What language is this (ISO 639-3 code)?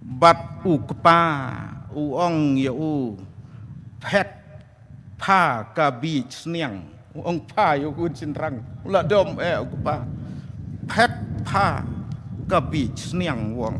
kha